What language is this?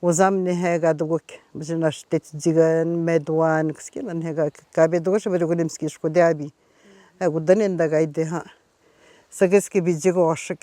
Atikamekw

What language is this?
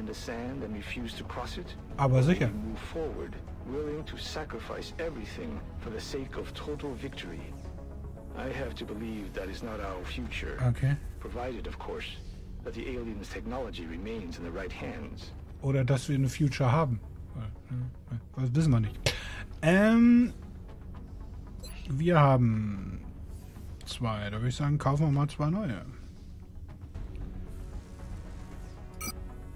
German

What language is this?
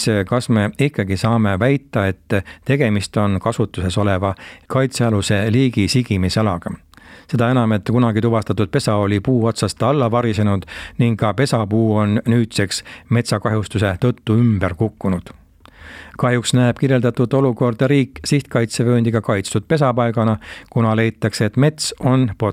Estonian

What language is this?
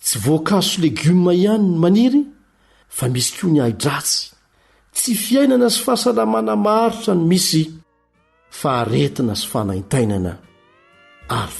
Malagasy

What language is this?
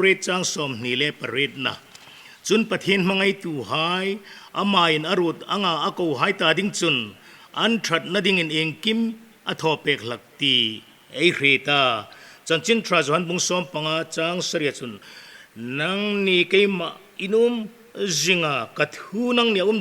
Hmar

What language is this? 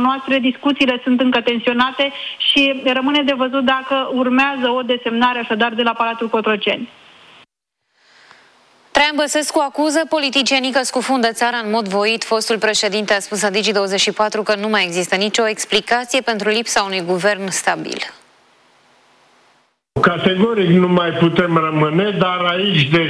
Romanian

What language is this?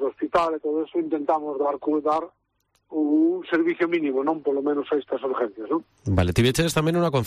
Galician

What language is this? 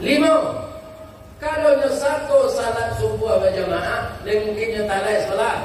Minangkabau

